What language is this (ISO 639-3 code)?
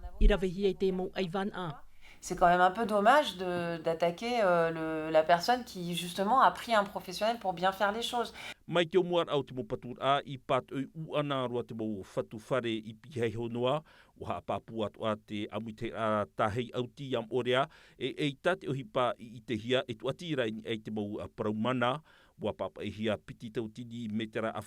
tah